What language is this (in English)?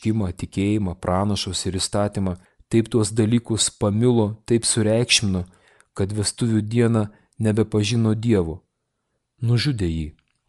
Lithuanian